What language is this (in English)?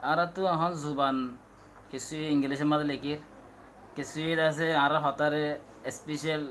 Rohingya